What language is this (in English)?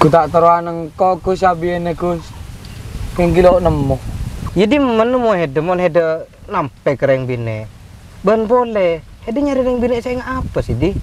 Madurese